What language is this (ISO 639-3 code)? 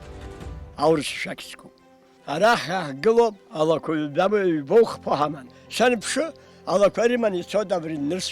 abk